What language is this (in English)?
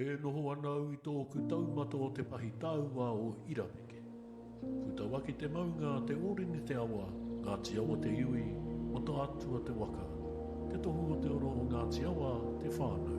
Māori